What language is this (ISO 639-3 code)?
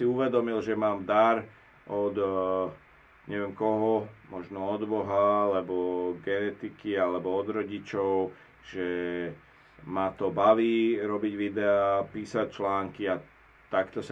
slk